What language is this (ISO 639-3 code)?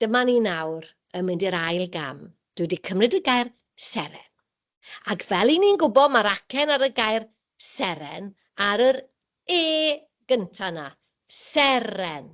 cym